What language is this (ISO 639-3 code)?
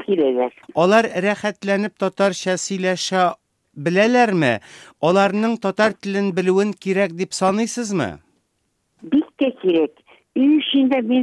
tat